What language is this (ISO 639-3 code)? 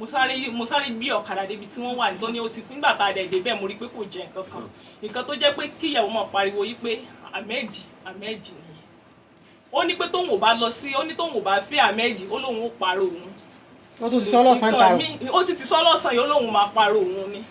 yor